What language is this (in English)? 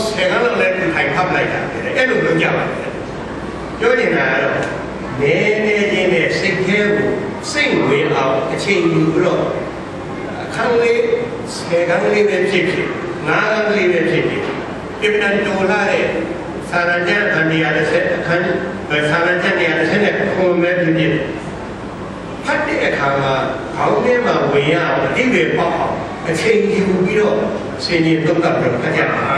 Burmese